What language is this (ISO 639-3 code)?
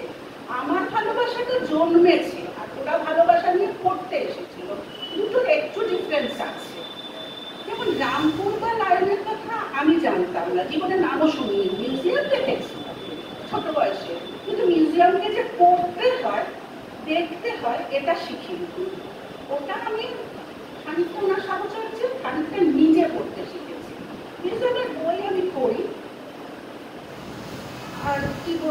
ben